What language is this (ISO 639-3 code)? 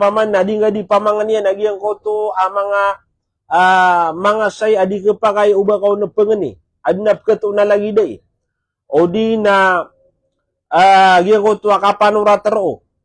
mrw